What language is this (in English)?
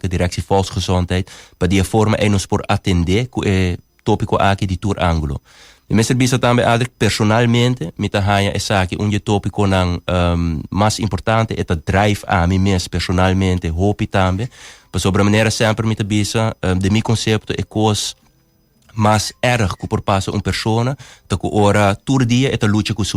Papiamento